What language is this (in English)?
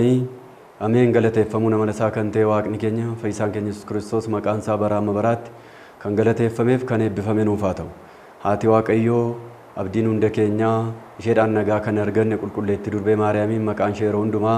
Oromo